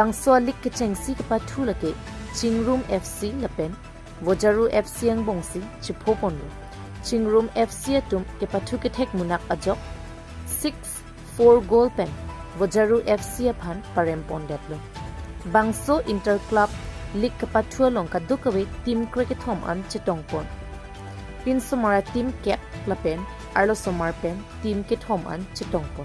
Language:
Karbi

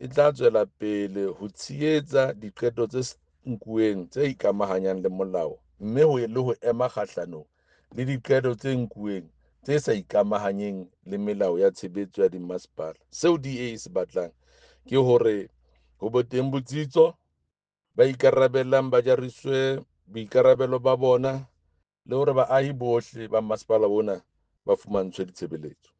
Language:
Southern Sotho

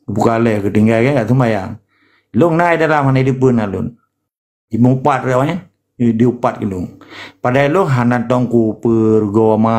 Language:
Achinese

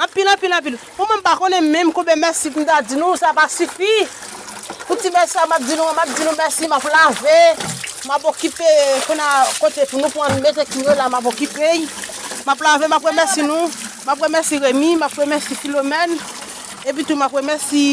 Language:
Haitian Creole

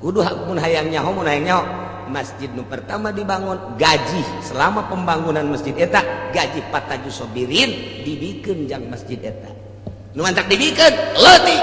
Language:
Sundanese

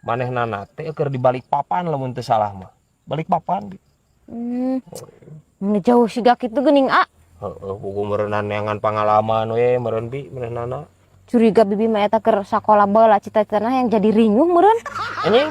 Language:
Sundanese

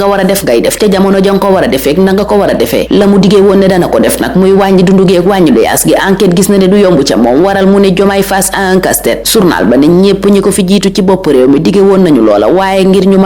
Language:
Wolof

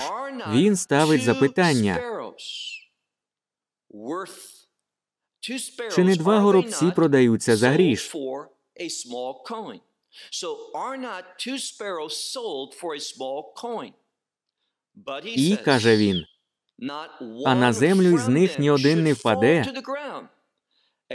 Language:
Ukrainian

